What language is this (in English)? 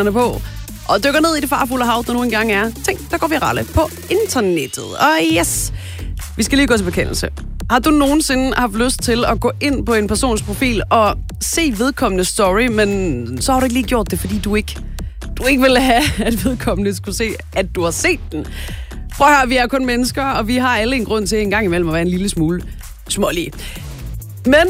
Danish